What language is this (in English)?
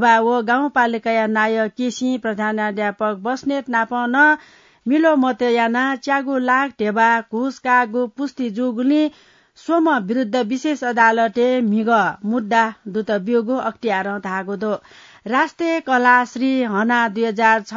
Newari